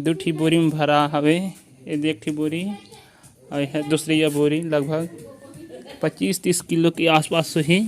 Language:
Chhattisgarhi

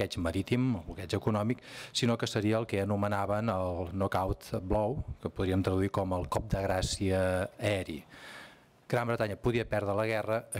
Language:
Catalan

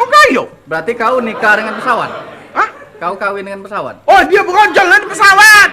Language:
Musi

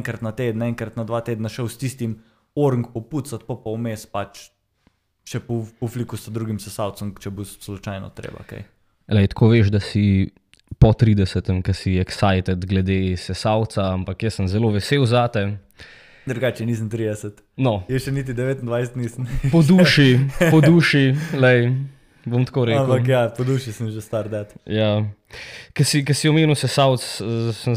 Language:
Slovenian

